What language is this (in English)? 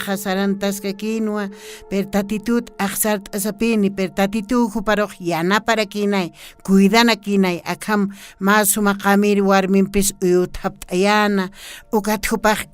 Aymara